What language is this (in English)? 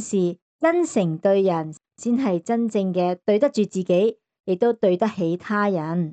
Cantonese